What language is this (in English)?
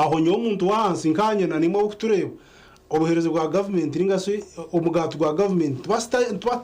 Nyankole